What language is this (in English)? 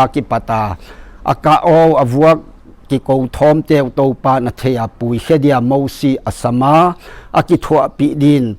Paite Chin